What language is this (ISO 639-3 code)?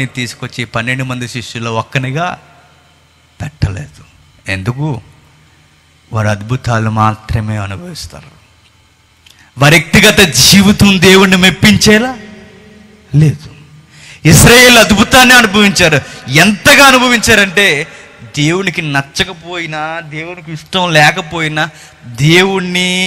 tel